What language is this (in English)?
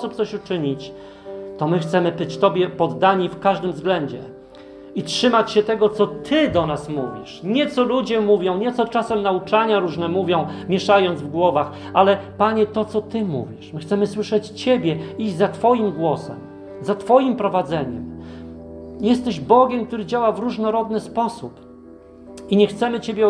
Polish